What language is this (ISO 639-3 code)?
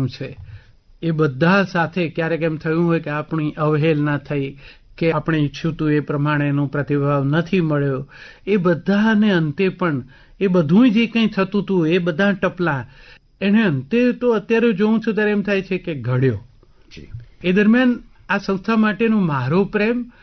guj